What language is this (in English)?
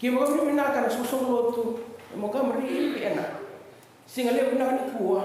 Fijian